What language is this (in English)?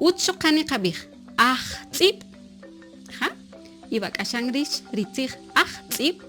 Kaqchikel